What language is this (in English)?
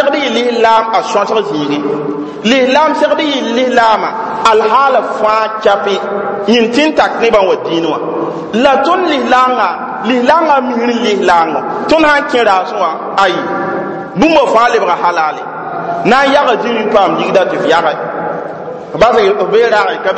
Mossi